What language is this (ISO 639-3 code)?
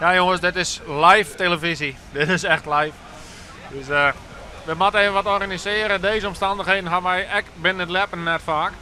fry